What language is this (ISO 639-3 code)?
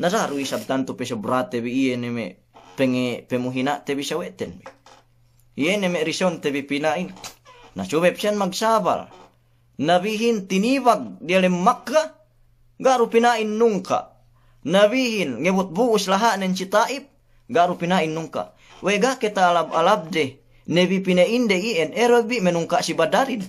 yka